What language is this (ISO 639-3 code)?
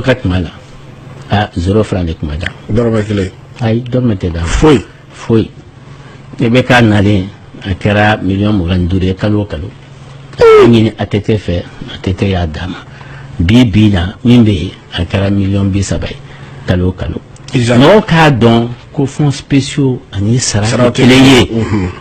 bam